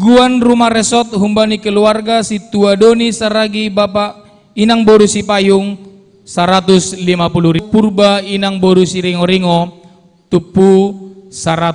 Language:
Batak Simalungun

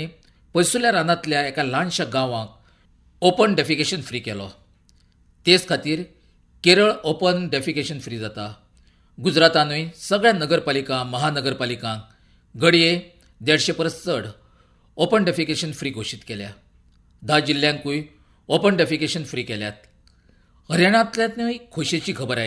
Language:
Konkani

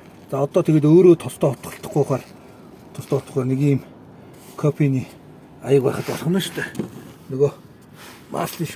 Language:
Mongolian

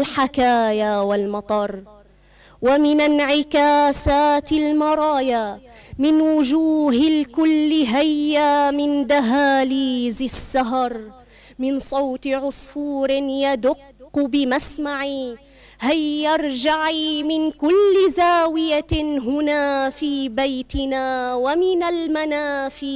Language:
North Levantine Arabic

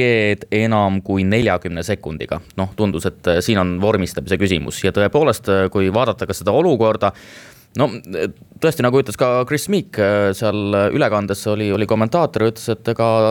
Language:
Estonian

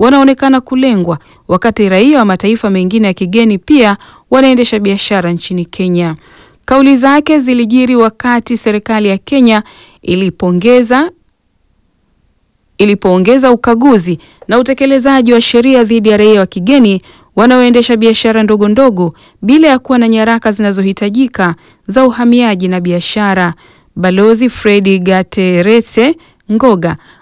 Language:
Swahili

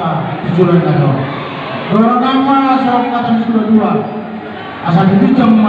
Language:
Batak Toba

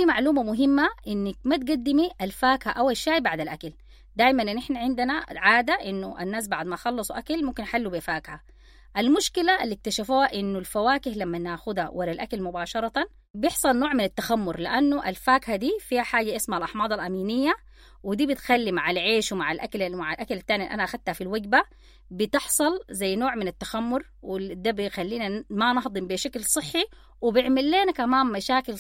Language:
Sudanese Arabic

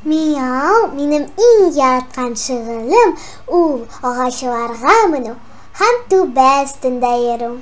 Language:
Tatar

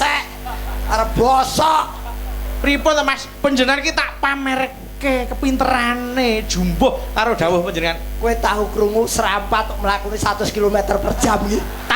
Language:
Javanese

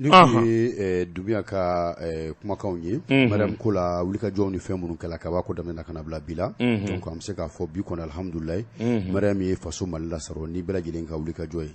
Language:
Bambara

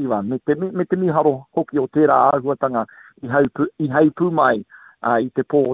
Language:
Māori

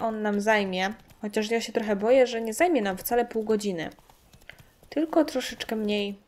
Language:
Polish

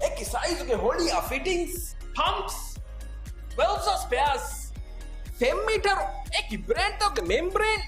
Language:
Divehi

